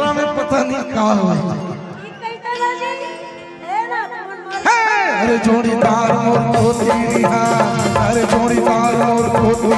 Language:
Chhattisgarhi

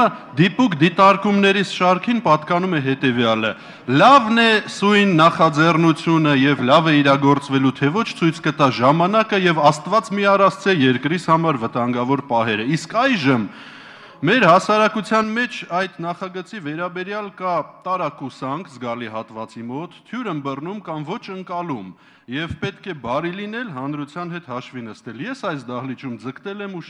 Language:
Armenian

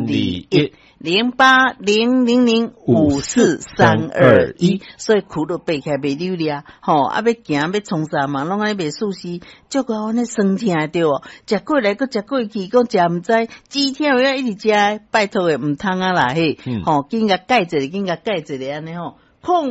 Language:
Min Nan Chinese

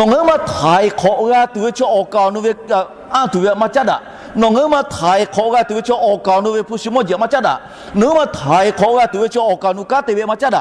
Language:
Lahu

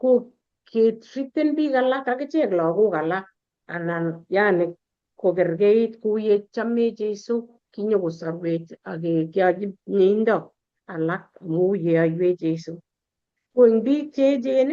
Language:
Kalenjin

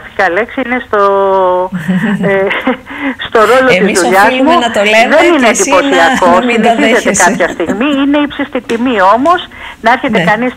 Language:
Greek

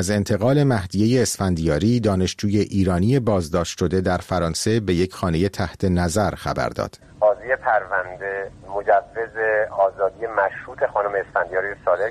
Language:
Persian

